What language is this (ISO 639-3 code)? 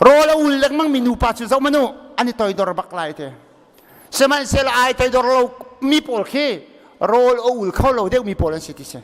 cnh